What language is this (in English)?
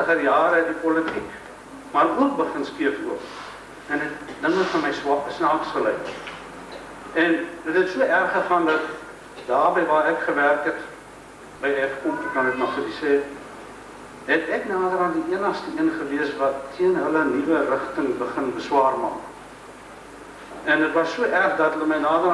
Afrikaans